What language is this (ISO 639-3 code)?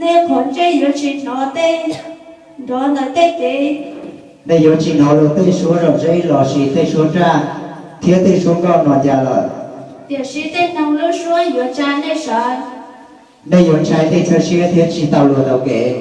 hmn